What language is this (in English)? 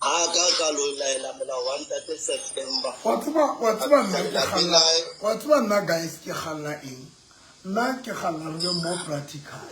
Southern Sotho